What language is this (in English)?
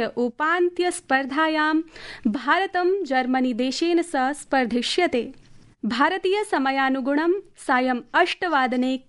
Sanskrit